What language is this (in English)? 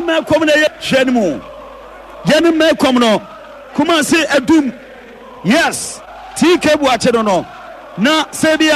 Akan